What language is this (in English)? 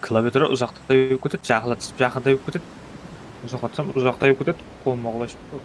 Kara-Kalpak